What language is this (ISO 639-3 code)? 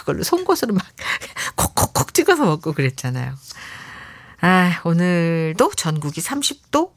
kor